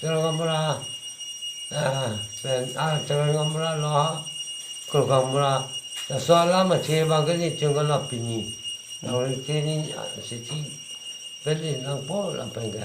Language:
Karbi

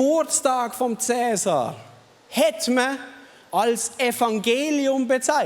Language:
Swiss German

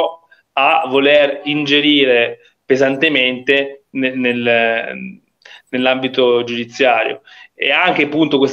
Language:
Italian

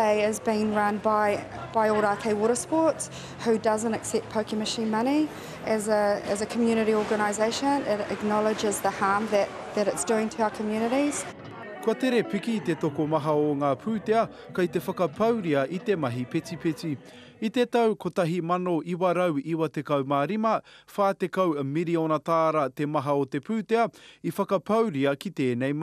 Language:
Māori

